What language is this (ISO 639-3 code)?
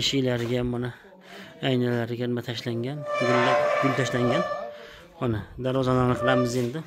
uzb